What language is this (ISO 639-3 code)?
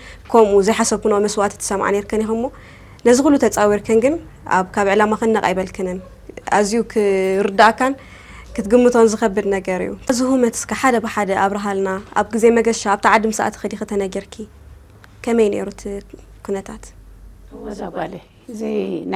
tir